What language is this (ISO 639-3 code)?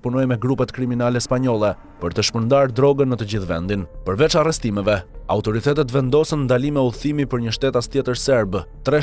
sqi